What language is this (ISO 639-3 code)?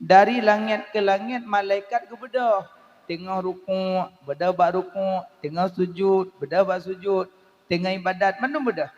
ace